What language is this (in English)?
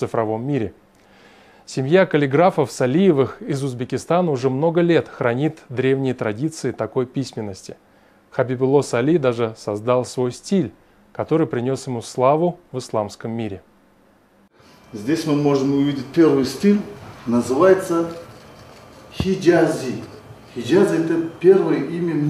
Russian